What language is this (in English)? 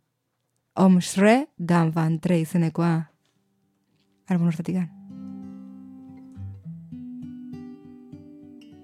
Basque